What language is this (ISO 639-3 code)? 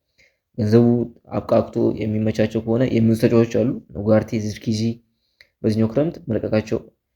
amh